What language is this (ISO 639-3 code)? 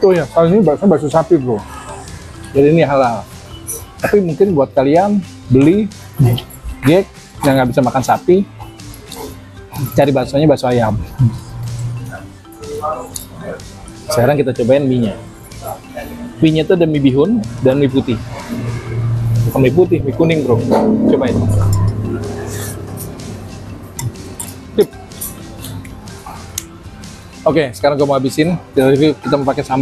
ind